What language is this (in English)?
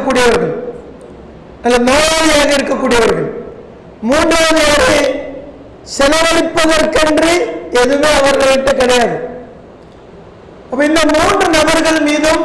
Tamil